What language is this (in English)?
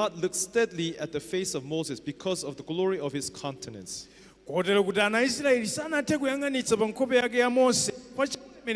Nyanja